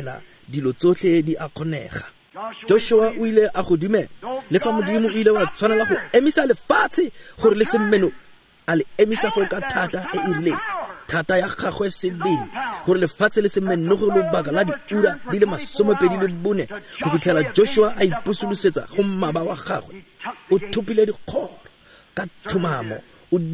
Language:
Tswana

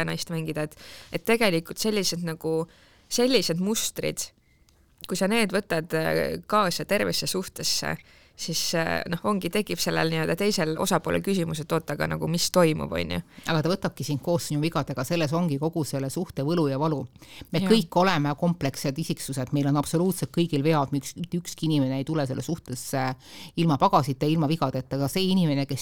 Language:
Estonian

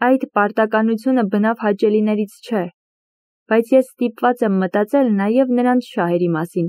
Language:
Armenian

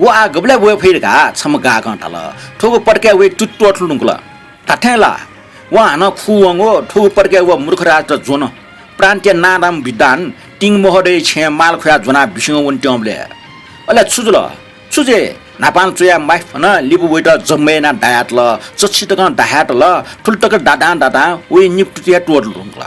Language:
Newari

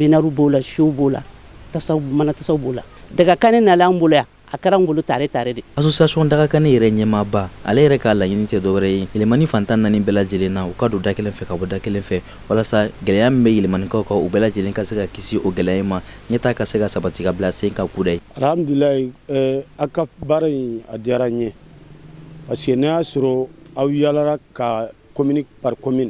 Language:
Bambara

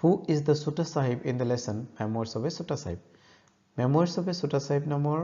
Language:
Assamese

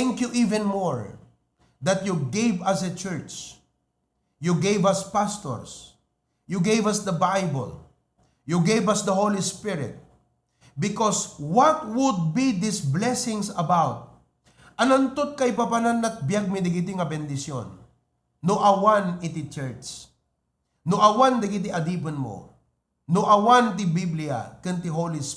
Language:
Iloko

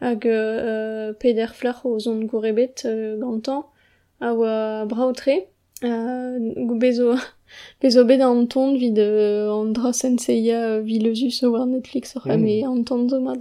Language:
Breton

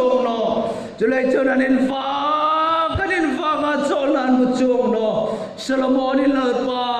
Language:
Hmar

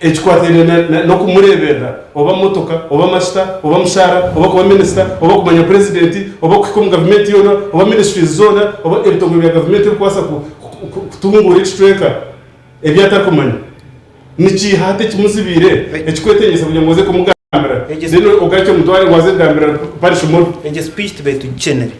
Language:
Nyankole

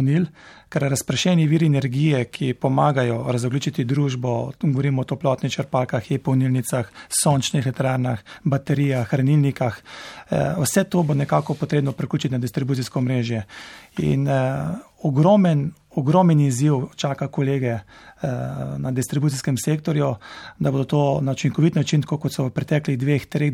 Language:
Slovenian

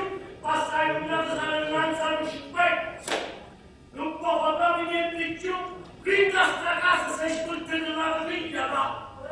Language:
Neapolitan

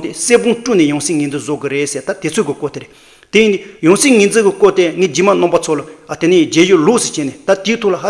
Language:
Tibetan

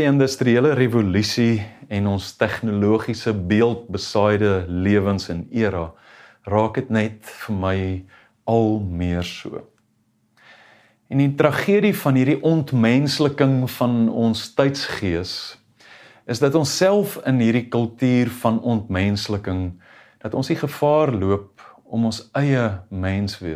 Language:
Afrikaans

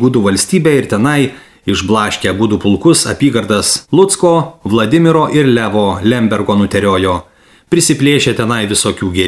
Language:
Lithuanian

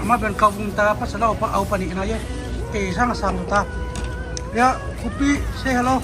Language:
Tedim Chin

